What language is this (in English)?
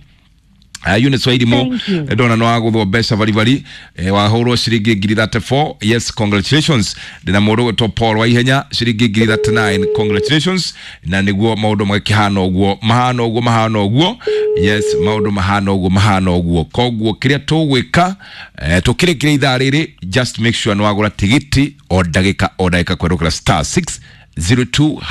Kikuyu